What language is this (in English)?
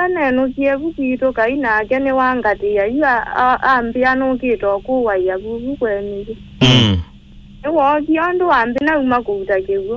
Kamba